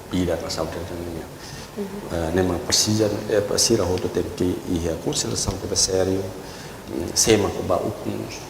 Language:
Tetum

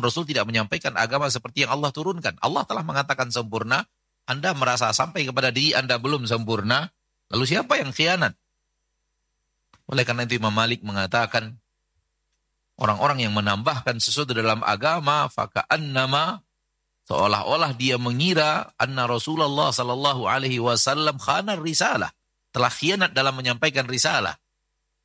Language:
Indonesian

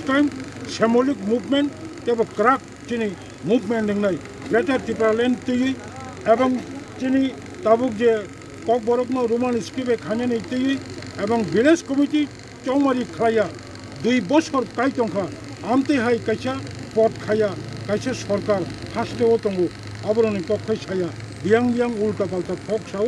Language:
Kok Borok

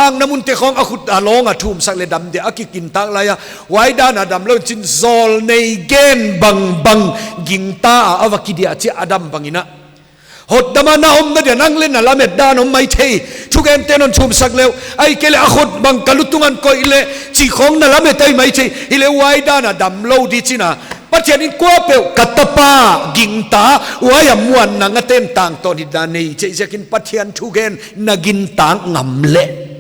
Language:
Paite Chin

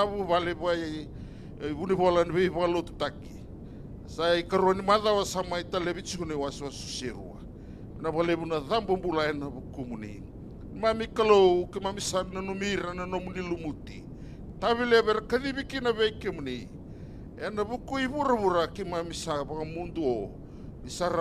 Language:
Fijian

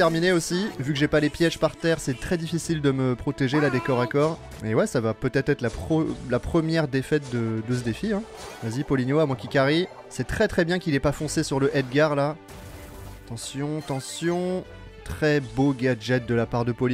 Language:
French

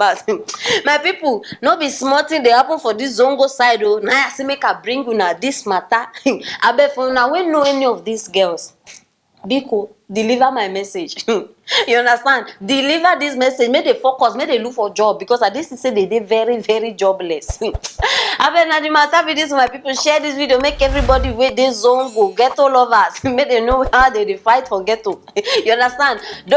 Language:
Nigerian Pidgin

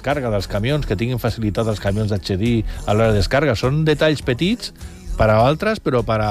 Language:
Catalan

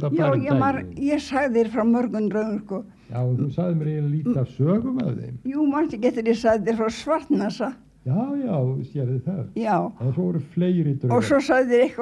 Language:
Icelandic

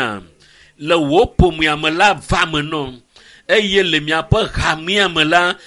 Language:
Ewe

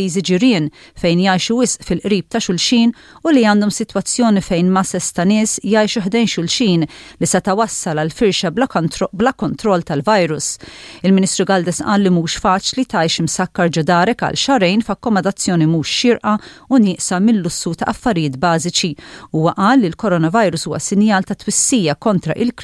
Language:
Maltese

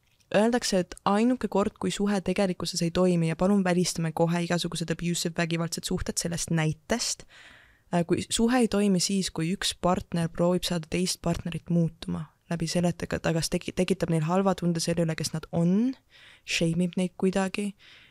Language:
Estonian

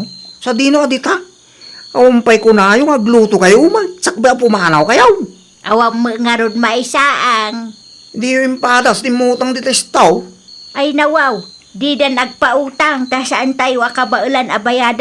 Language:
Iloko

